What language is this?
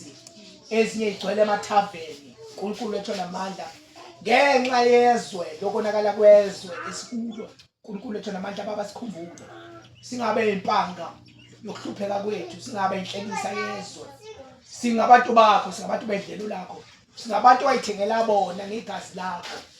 Zulu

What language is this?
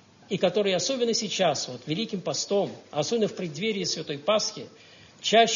Russian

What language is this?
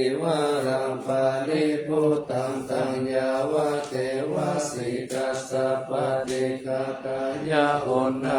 Pali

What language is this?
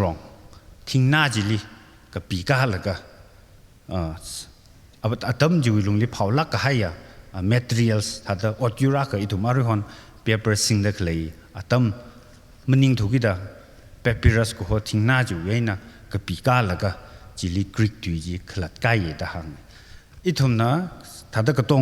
Tangkhul Naga (India)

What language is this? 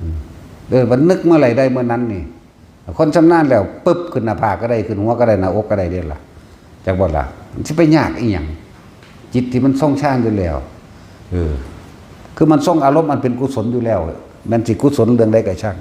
Northeastern Thai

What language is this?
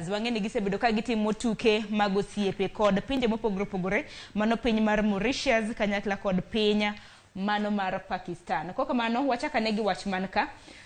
Luo (Kenya and Tanzania)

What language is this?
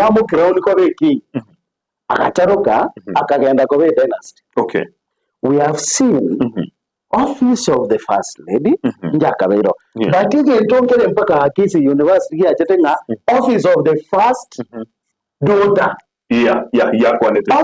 Gusii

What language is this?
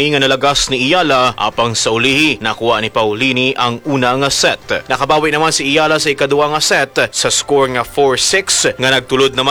Hiligaynon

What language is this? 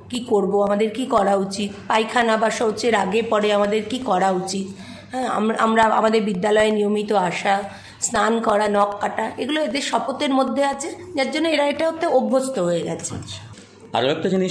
Bangla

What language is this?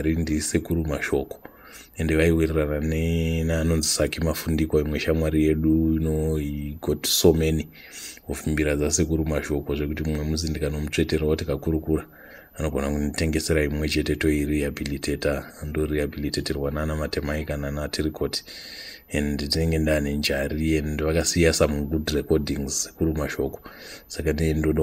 Shona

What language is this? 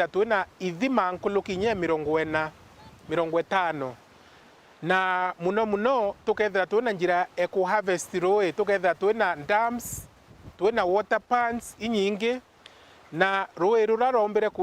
Meru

